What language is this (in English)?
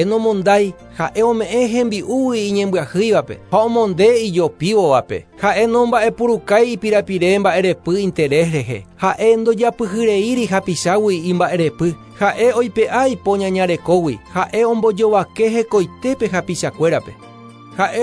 Guarani